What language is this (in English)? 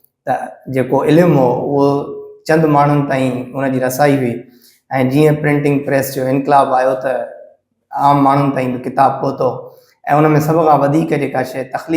Sindhi